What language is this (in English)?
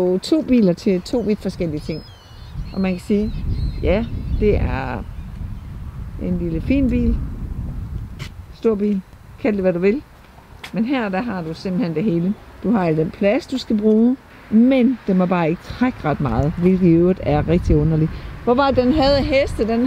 Danish